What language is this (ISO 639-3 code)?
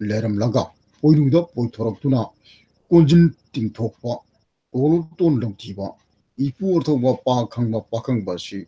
mni